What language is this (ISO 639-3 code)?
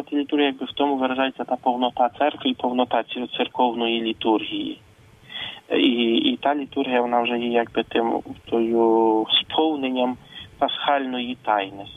ukr